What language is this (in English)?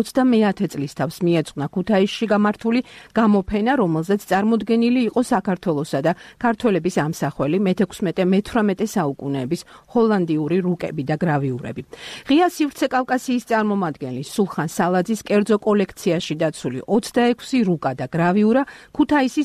Georgian